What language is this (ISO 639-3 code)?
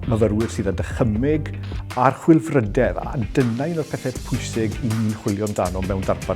cym